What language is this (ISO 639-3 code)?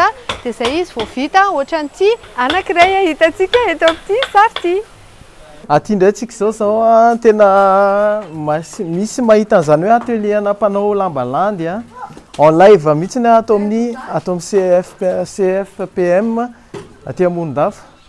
mlg